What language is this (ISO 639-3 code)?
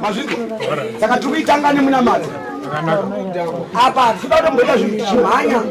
sna